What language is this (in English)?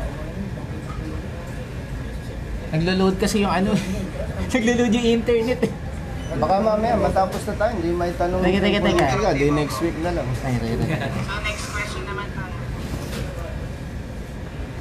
Filipino